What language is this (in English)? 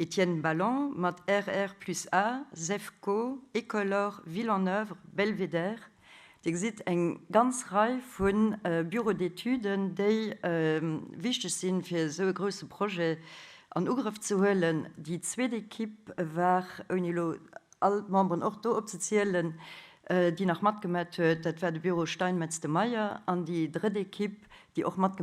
Luxembourgish